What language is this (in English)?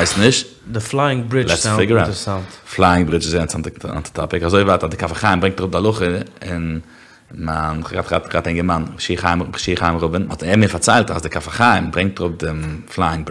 Yiddish